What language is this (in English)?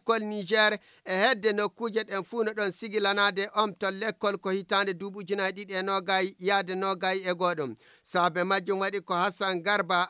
Fula